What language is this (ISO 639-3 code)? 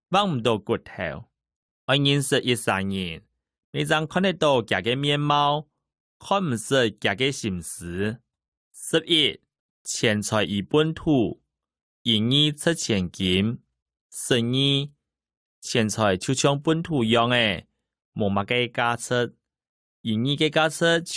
hak